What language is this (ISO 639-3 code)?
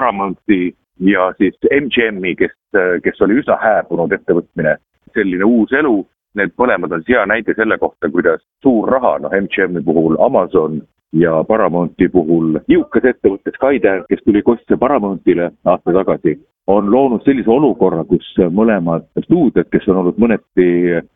est